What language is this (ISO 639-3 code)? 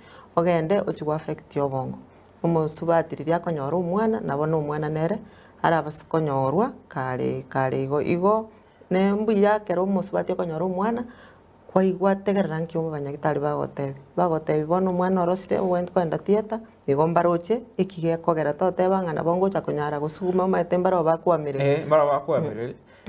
guz